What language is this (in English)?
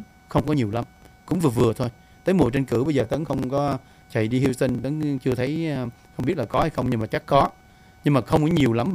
Vietnamese